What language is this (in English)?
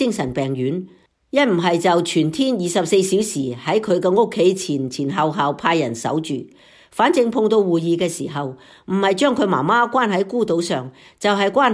Cantonese